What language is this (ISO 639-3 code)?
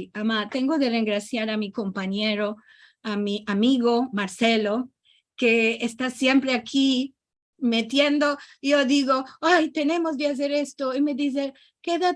lad